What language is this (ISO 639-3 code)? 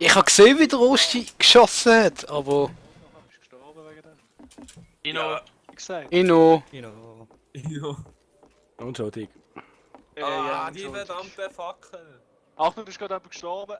gsw